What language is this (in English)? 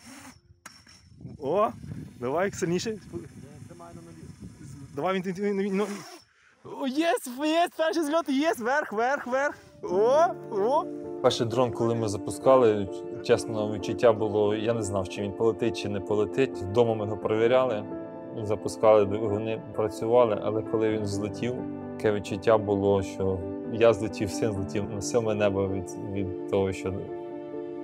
Ukrainian